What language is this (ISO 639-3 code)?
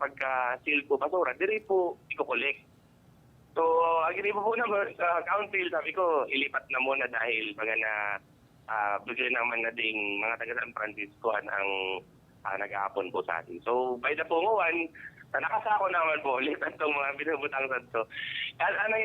bik